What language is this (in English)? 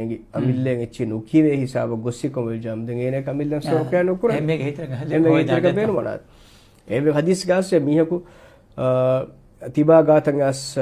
Divehi